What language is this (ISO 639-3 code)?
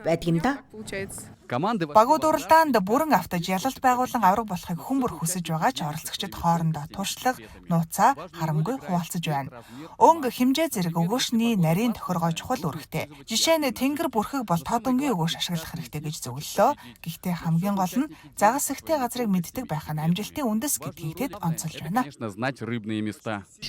mon